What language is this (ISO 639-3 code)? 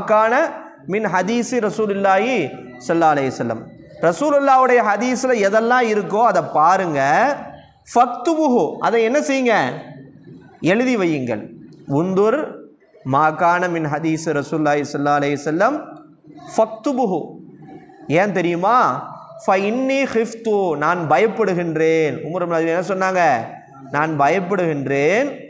tam